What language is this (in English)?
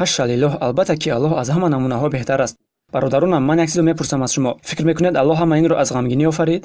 Tajik